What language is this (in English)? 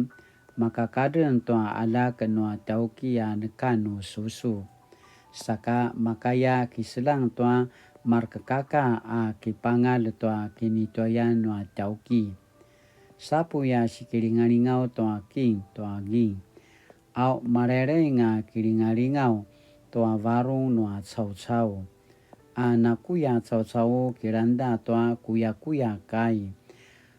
Paiwan